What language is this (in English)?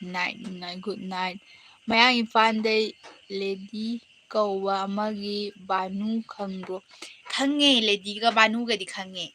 Manipuri